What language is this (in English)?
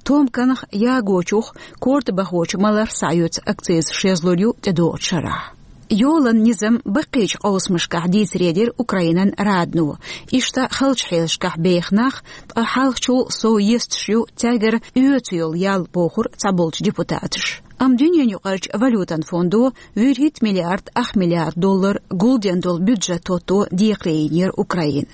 Chechen